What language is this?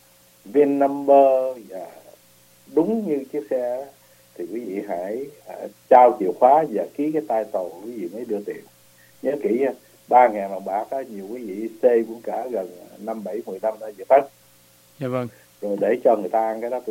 Vietnamese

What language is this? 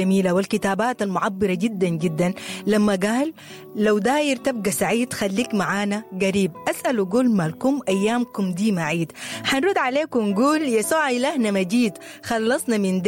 Sudanese Arabic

